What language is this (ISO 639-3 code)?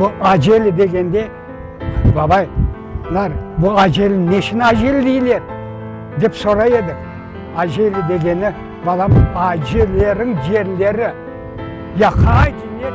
crh